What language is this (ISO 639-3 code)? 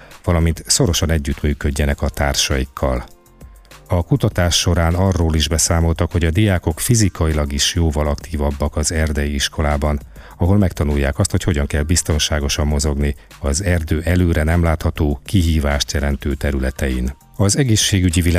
hun